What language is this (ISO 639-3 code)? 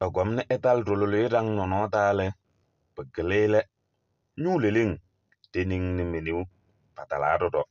kbp